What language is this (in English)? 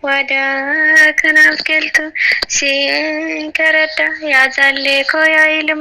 Oromo